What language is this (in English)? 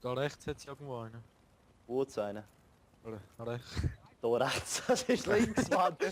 Swiss German